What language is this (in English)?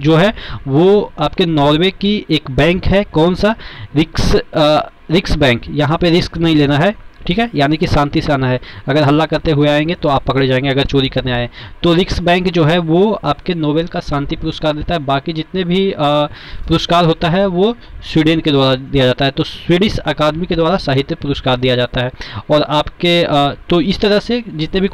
Hindi